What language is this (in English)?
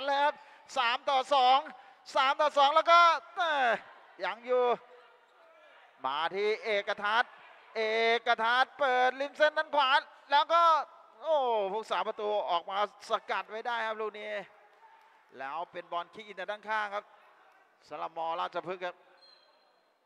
Thai